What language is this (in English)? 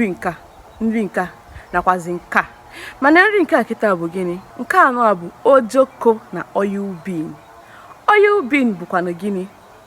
Igbo